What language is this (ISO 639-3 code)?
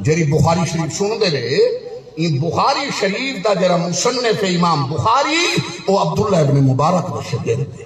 skr